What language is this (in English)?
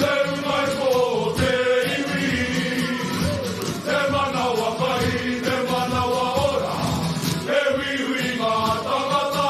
Māori